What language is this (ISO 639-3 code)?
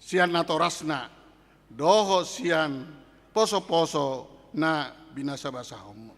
bbc